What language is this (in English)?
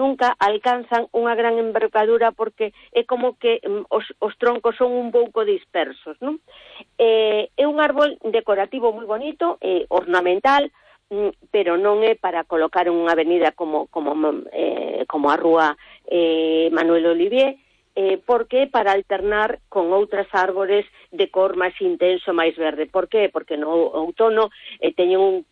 Galician